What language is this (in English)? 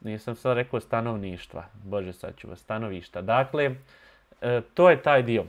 Bosnian